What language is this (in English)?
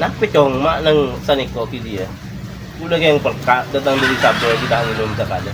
Madurese